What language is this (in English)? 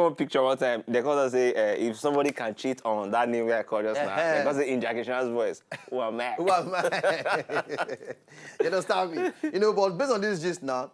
Nigerian Pidgin